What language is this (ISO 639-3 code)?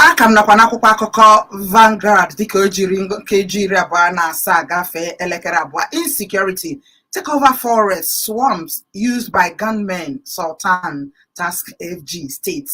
ibo